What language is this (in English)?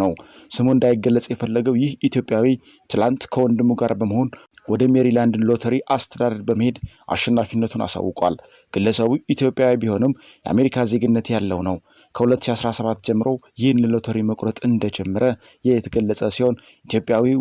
Amharic